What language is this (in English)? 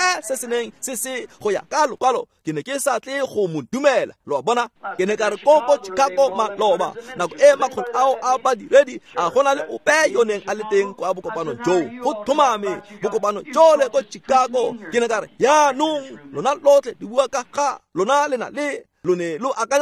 Tswana